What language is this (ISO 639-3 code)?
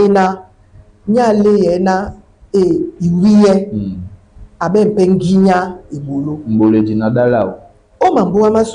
dua